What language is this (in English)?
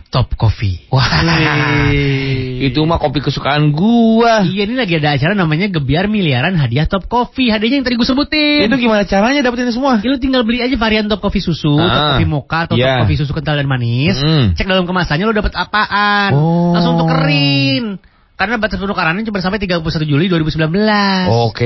Indonesian